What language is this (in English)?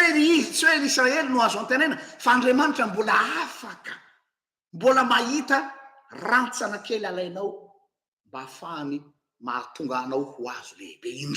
Malagasy